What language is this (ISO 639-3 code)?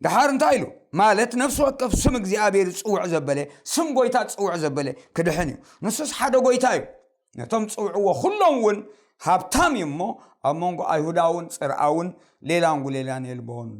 tir